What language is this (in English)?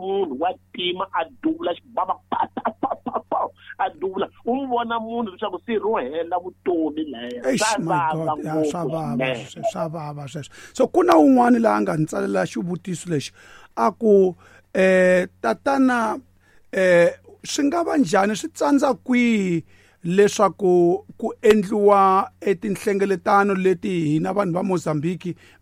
Tsonga